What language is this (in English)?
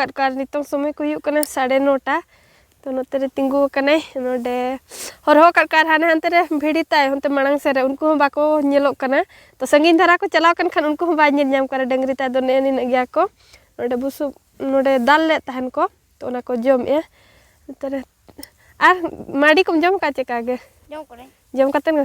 Santali